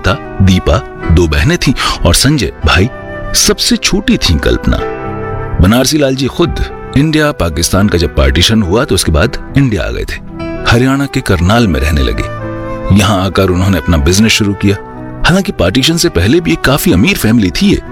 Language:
Hindi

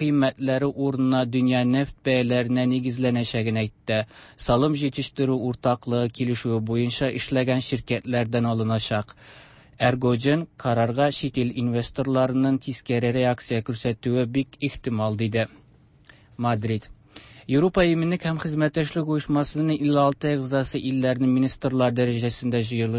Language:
Tatar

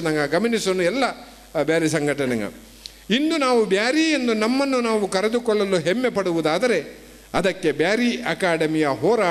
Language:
Kannada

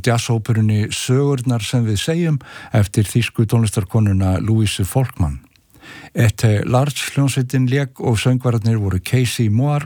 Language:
Icelandic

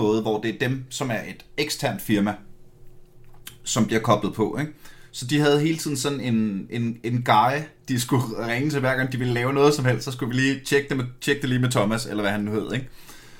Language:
Danish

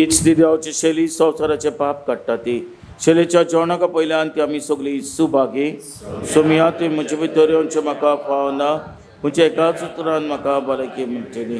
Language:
Konkani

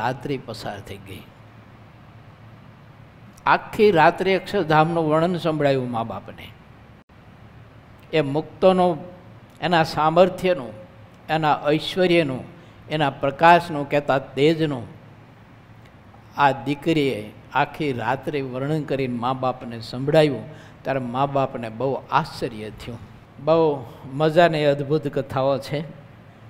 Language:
Gujarati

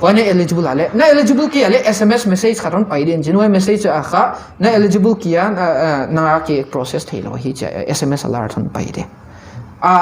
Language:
Paite Chin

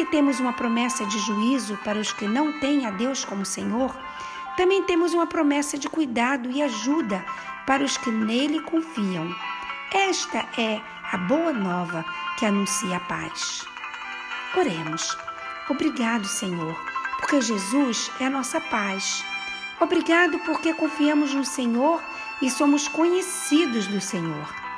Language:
Portuguese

